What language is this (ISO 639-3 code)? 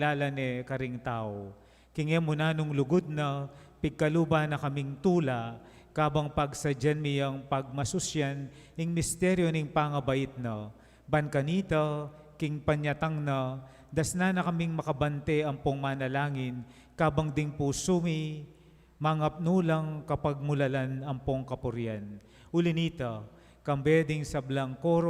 pam